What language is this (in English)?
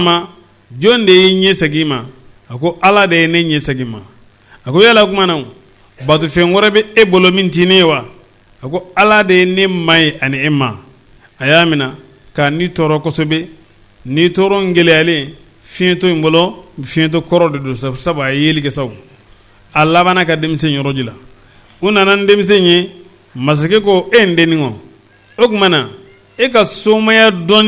Bambara